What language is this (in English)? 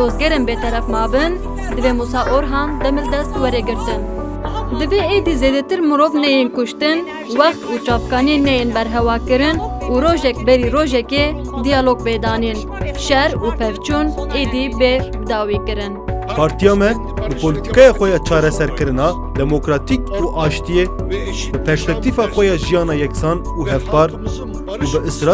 Kurdish